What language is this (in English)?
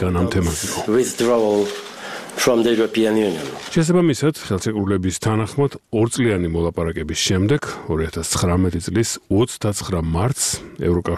Georgian